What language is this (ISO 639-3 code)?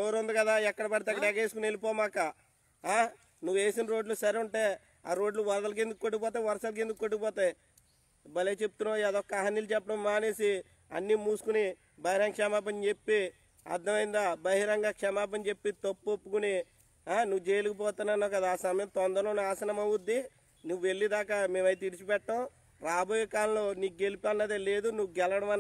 tel